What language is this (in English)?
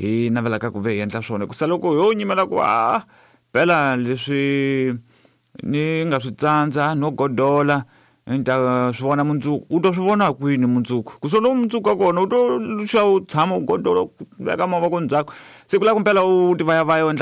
Tsonga